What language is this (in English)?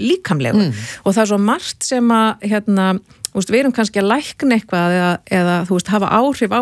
Icelandic